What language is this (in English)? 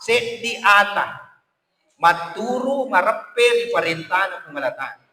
Buginese